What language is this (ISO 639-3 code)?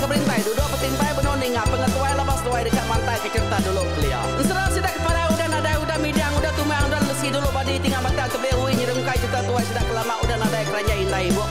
iba